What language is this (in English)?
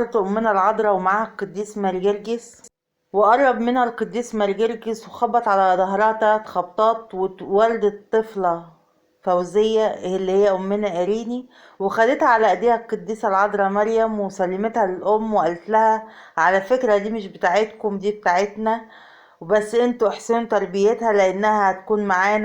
Egyptian Arabic